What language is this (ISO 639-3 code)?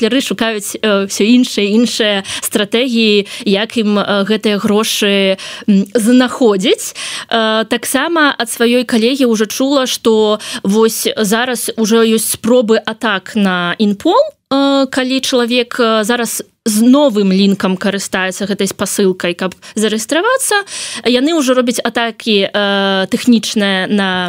bel